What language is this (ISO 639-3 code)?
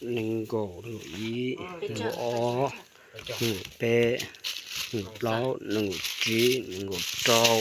hmn